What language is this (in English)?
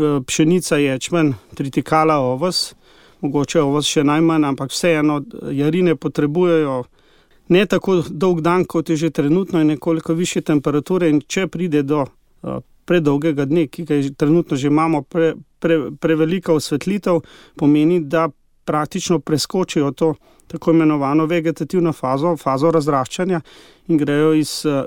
Slovenian